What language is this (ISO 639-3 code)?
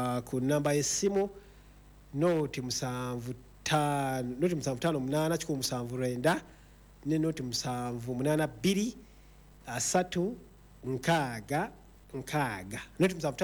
lug